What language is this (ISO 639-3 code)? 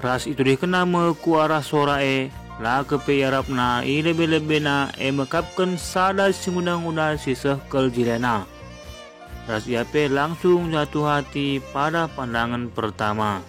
btx